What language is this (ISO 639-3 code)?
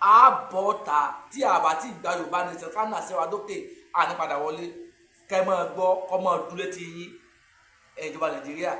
yor